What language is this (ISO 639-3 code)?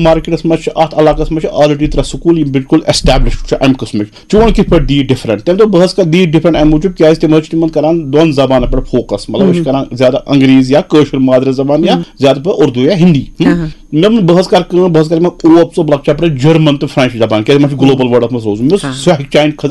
kas